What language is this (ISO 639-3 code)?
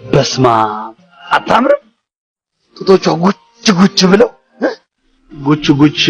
amh